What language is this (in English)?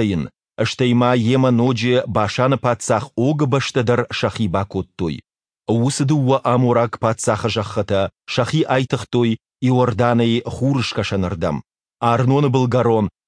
Ossetic